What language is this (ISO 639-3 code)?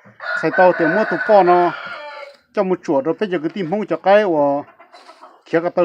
hmn